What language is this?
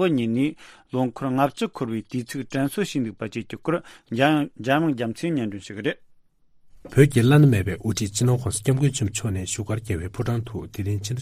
Tibetan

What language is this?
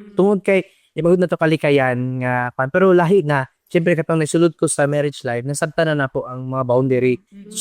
Cebuano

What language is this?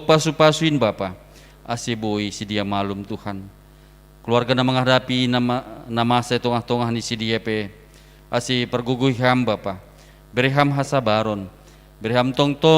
Batak Simalungun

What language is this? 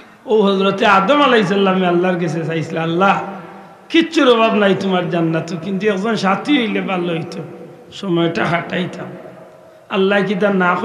Sylheti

